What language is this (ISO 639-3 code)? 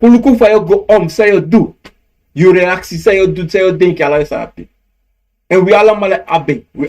srn